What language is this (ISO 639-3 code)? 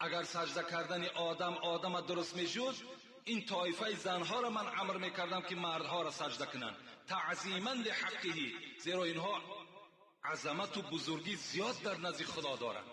tgk